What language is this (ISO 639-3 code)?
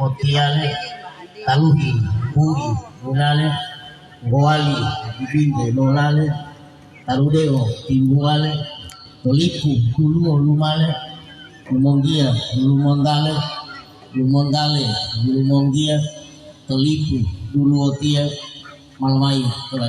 gor